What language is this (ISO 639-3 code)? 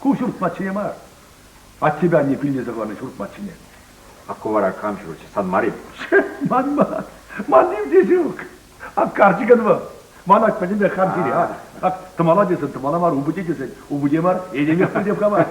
chv